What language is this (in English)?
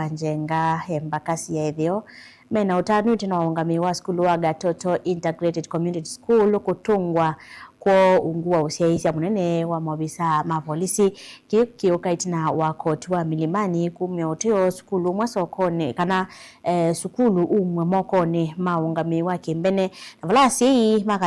Kamba